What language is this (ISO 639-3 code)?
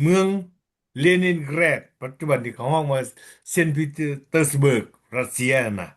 lao